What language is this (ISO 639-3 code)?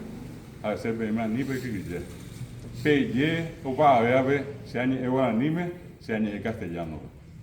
grn